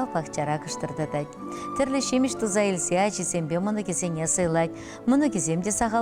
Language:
Chuvash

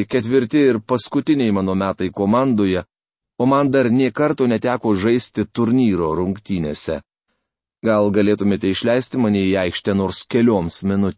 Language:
Lithuanian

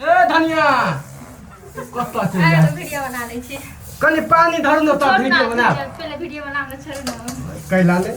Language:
Maithili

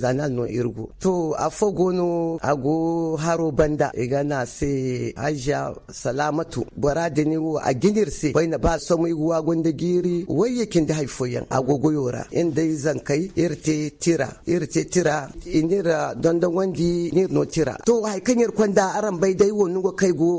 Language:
Zarma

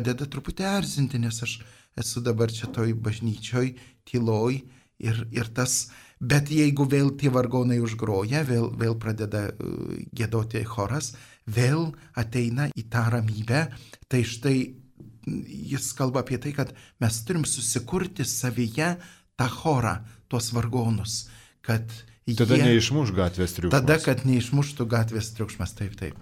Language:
Lithuanian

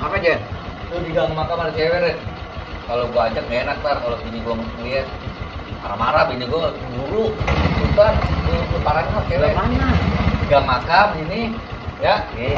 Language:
Betawi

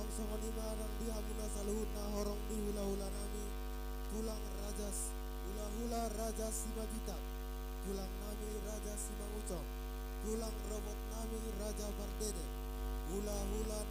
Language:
Batak Toba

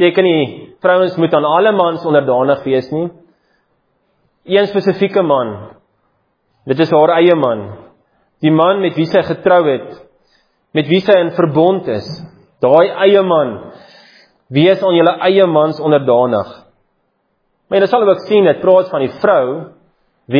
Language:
Afrikaans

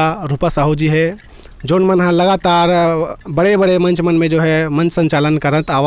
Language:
Chhattisgarhi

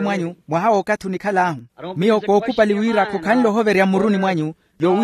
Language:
Makhuwa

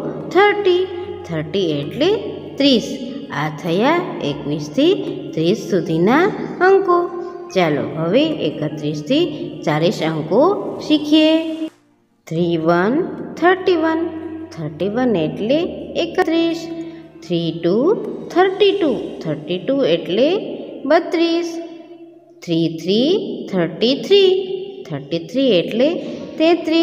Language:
Gujarati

